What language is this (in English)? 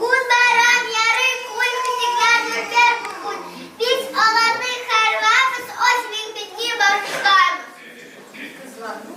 Crimean Tatar